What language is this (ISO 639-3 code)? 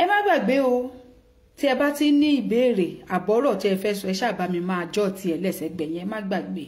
yor